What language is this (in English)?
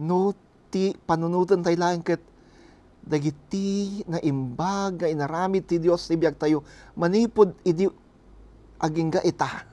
Iloko